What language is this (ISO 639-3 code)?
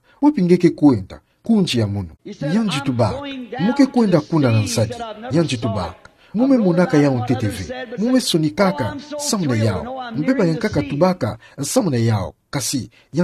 ktu